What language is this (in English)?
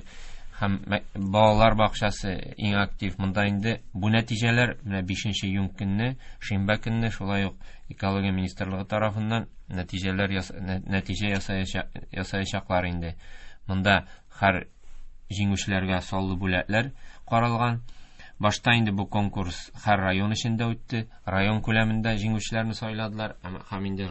Tatar